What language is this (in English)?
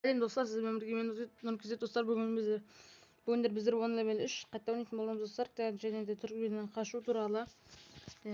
Kazakh